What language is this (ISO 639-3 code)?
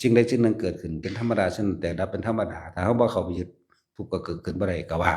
tts